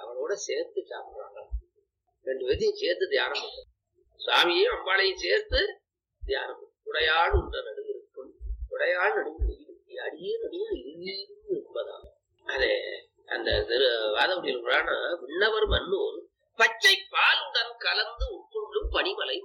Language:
Tamil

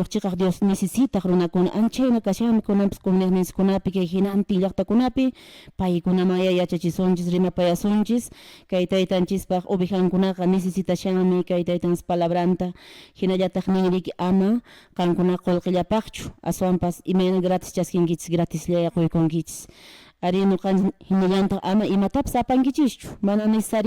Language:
Quechua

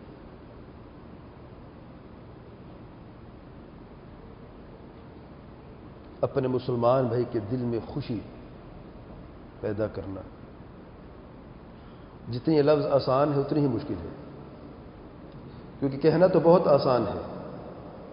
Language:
Urdu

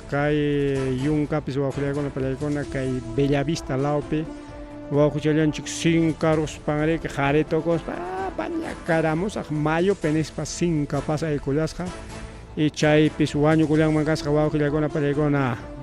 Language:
Ayacucho Quechua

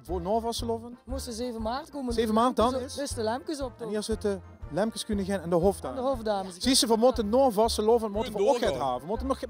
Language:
Limburgish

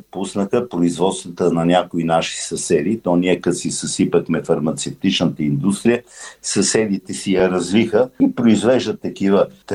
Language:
Bulgarian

